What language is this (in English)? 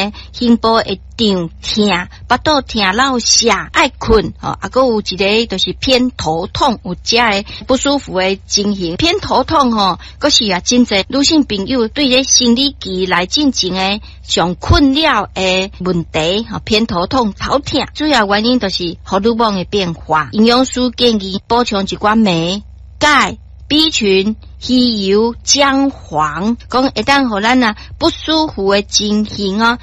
Min Nan Chinese